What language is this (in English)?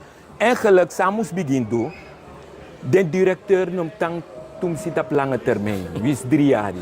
Sranan Tongo